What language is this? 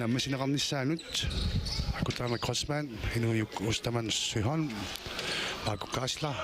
Kalaallisut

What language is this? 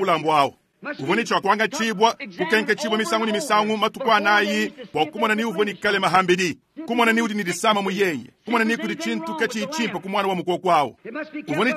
Luba-Lulua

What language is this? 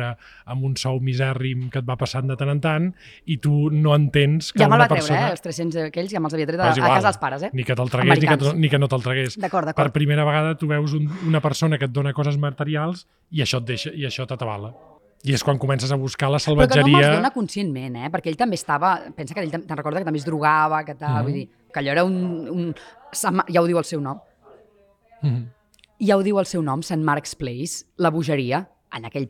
Catalan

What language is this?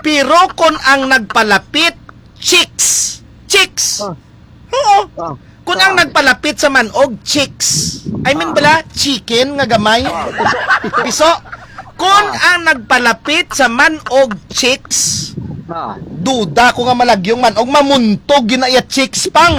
Hiligaynon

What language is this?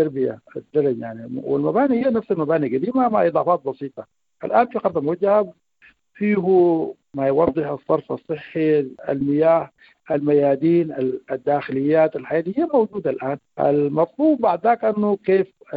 Sudanese Arabic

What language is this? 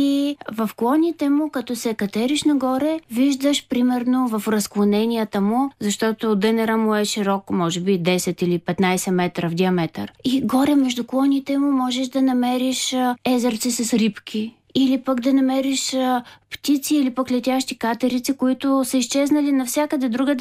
Bulgarian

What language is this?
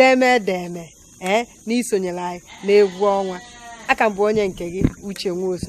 Igbo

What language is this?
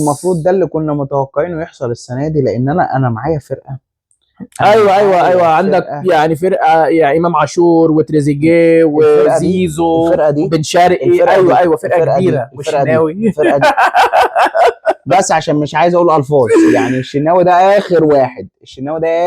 Egyptian Arabic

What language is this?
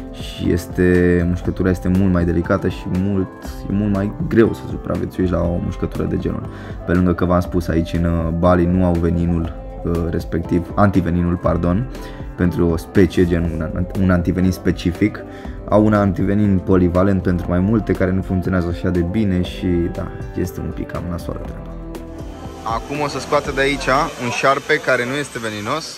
Romanian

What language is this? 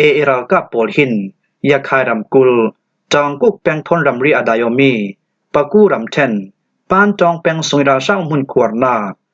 Falam Chin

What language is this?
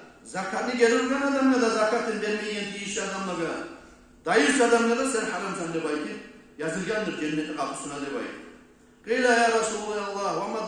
Kumyk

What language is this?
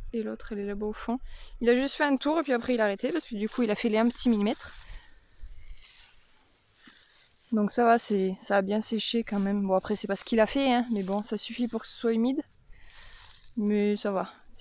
French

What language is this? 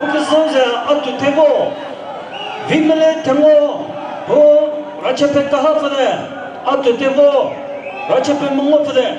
Chokri Naga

